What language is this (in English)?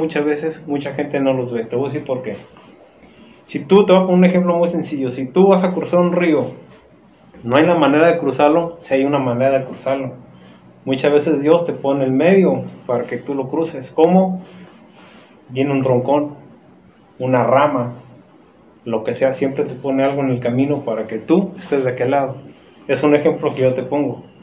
Spanish